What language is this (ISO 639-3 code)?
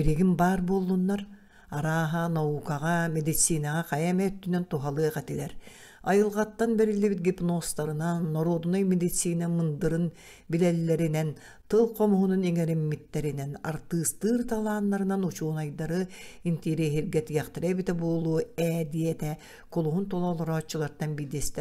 sah